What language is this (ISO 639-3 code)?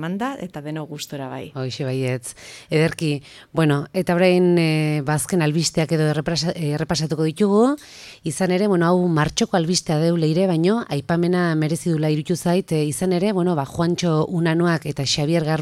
eus